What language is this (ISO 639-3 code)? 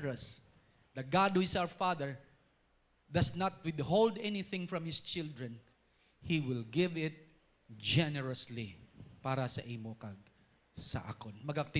hil